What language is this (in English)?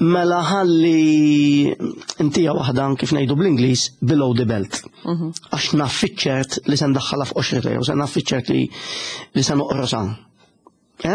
Maltese